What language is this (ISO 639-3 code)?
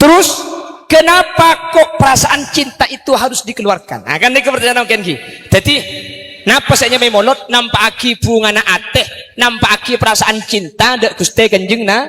mad